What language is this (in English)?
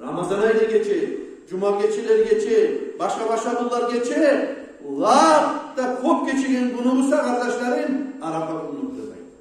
Kumyk